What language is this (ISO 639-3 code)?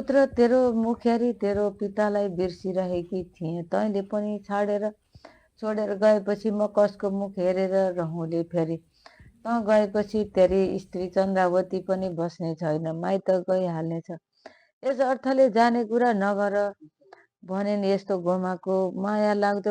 nep